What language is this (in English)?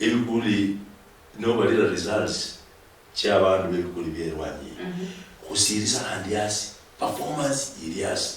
Luyia